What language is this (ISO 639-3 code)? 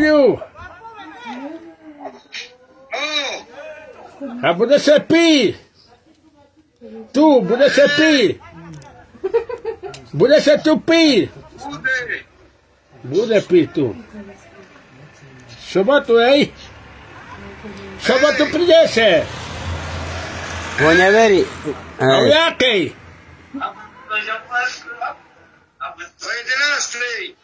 slk